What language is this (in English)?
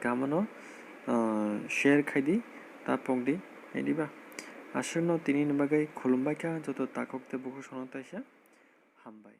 Kok Borok